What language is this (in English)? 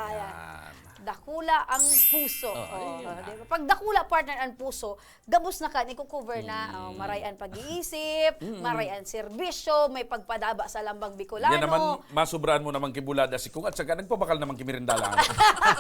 Bikol